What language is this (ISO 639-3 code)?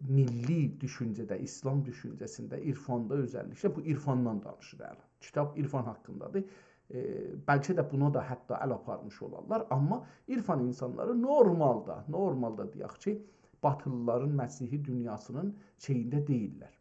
azb